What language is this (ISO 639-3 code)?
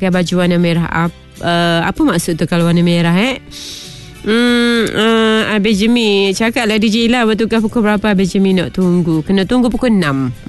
msa